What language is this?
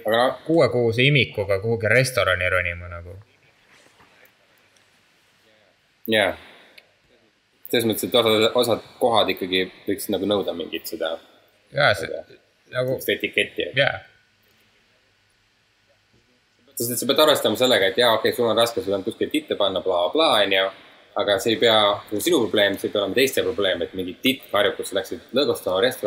Estonian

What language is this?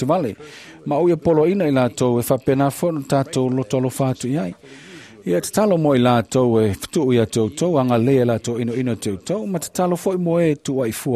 Samoan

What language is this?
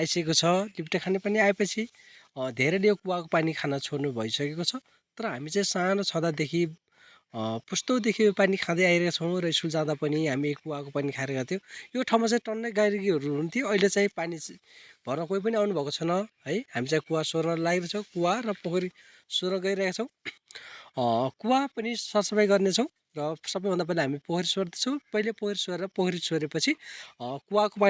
Nepali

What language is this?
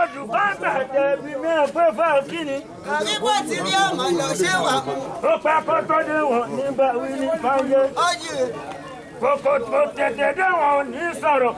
Yoruba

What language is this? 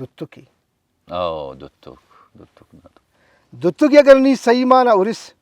Brahui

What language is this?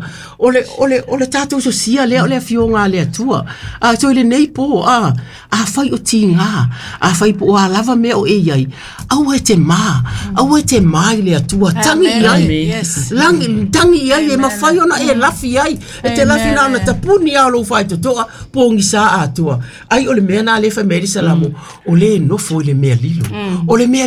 Samoan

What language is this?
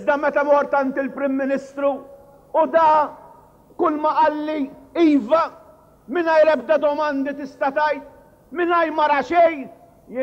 Maltese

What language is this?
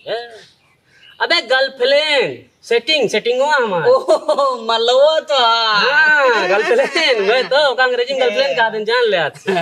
Awadhi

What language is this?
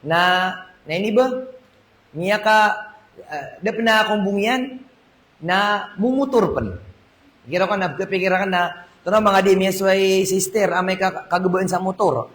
Maranao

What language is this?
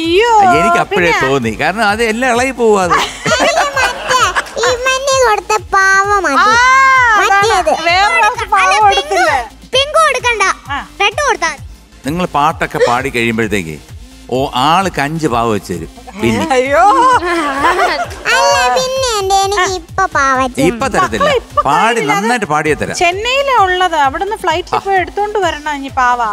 Malayalam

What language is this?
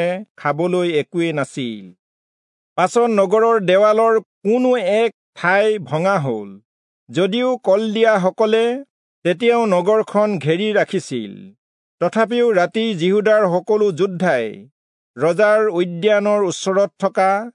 Assamese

